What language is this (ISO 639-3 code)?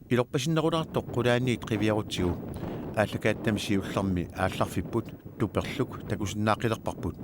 kal